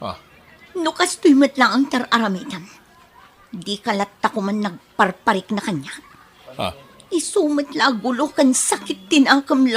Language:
Iloko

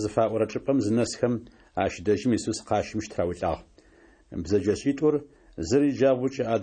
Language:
Adyghe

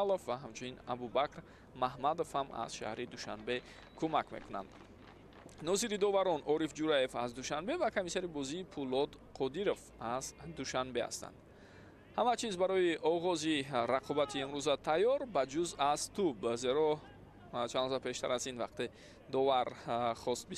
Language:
Tajik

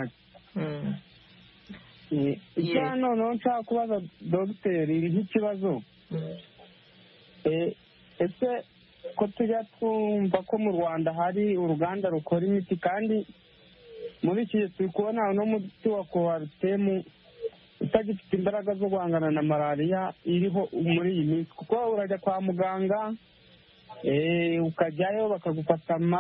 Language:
Kinyarwanda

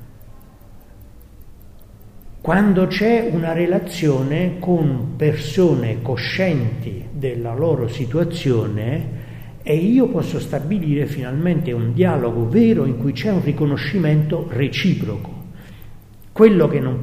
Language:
Italian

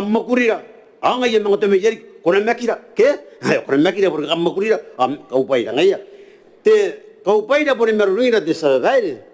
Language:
Gilbertese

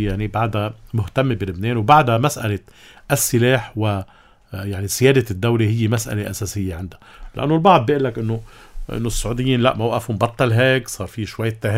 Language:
North Levantine Arabic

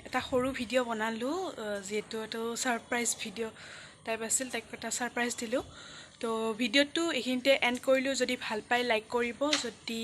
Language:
Assamese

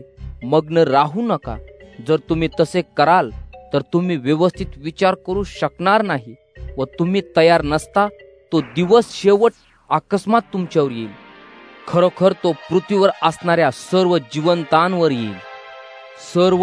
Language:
Marathi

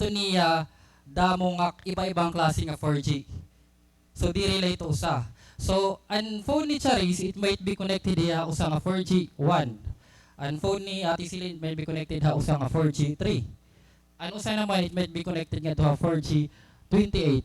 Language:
Waray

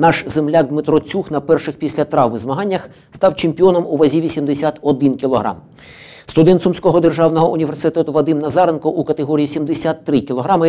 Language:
Ukrainian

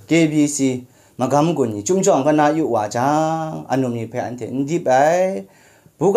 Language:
Kachin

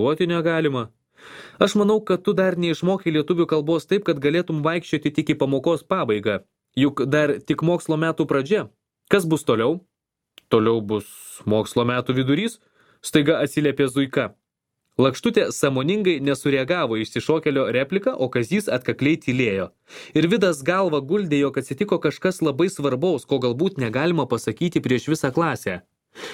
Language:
Lithuanian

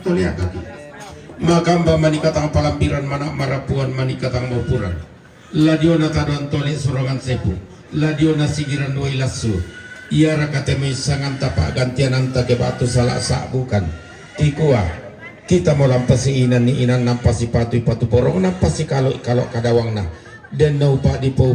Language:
Toraja-Sa'dan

